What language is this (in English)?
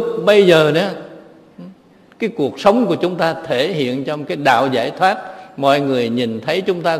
Vietnamese